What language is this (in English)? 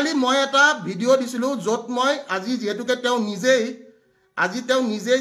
Assamese